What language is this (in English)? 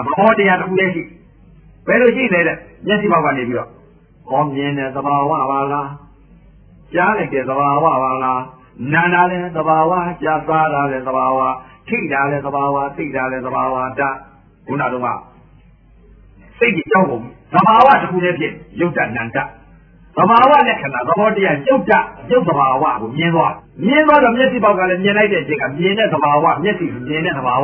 Burmese